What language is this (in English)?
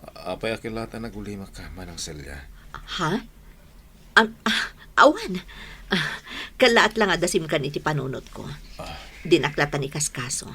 Iloko